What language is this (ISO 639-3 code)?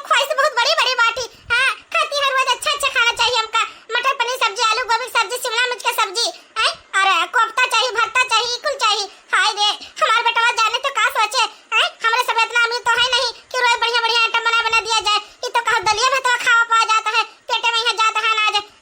awa